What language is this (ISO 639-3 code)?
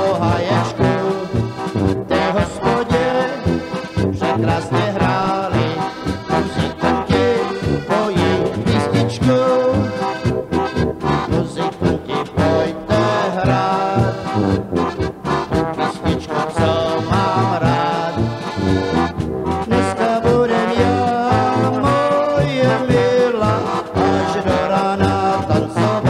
ces